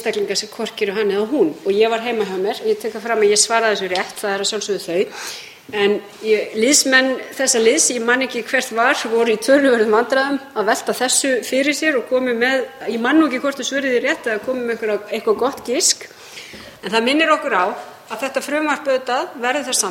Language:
Icelandic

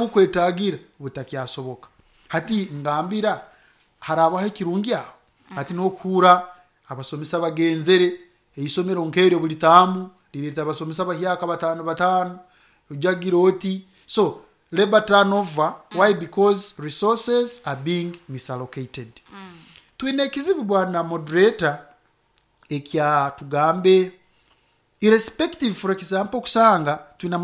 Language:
Nyoro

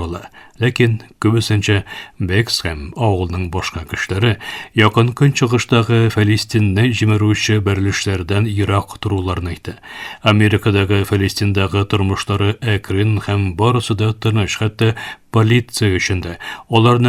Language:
Tatar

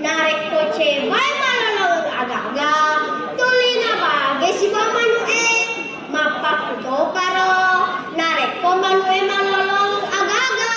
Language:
Buginese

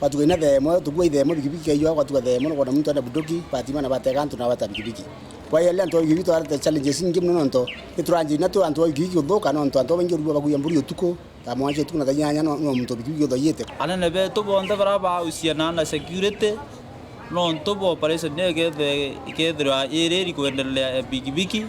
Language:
Meru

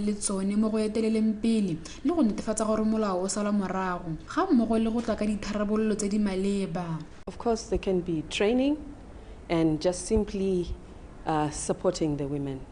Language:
Tswana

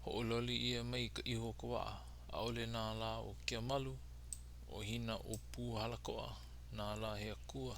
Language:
Hawaiian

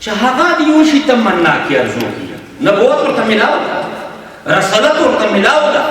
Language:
Pashto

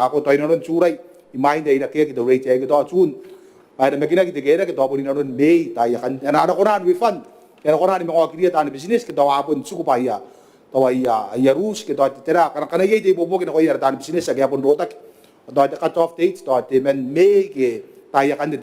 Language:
Gilbertese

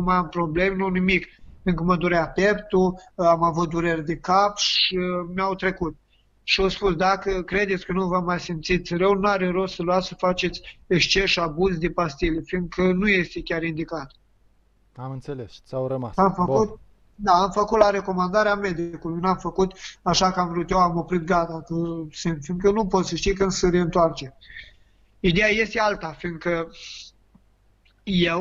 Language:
Romanian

